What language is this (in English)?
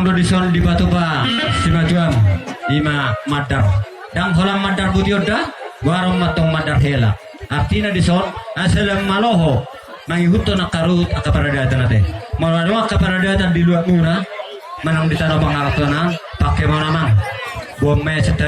Batak Toba